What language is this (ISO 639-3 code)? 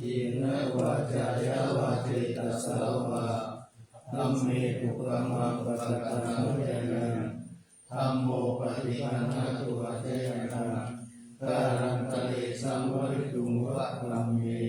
pli